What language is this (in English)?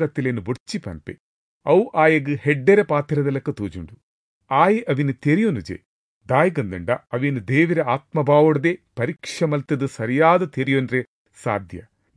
Tulu